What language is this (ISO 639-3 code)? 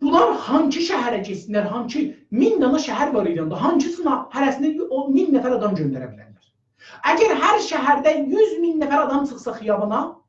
azb